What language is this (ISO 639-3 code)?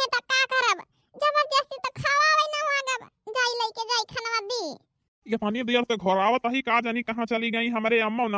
awa